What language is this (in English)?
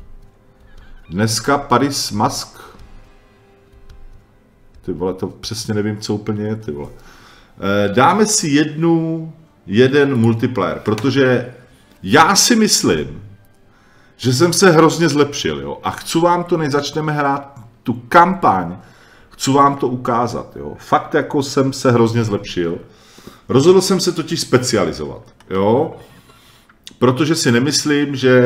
Czech